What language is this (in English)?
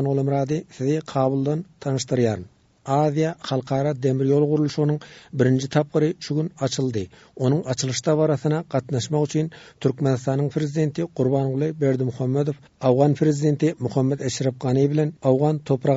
Turkmen